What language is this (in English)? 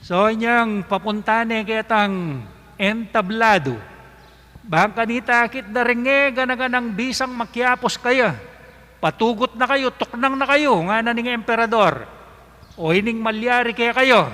Pampanga